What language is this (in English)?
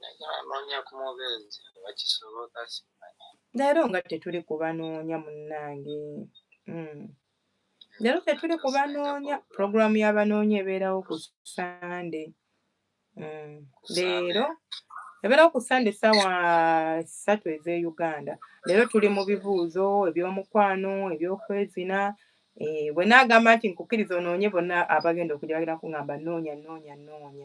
Ganda